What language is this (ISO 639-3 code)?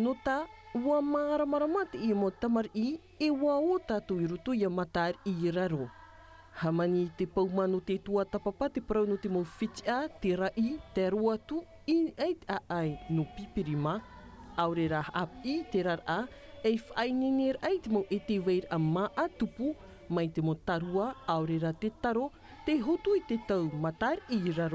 tah